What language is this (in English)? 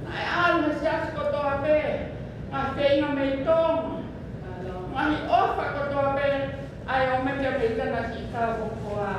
Tongan